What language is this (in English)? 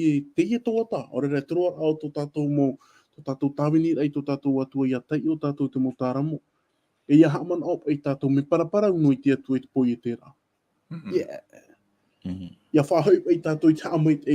Tahitian